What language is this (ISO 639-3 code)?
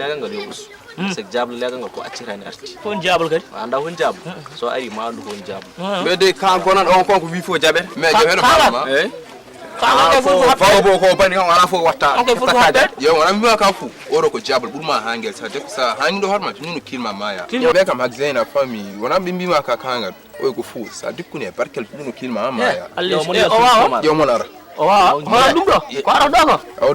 ful